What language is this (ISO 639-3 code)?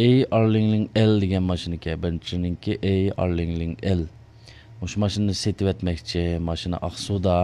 uig